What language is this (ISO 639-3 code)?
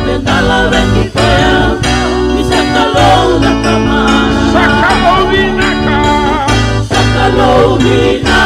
fij